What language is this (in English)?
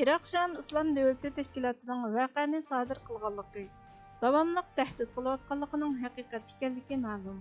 Uyghur